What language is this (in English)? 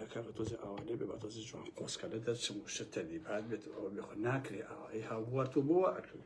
Central Kurdish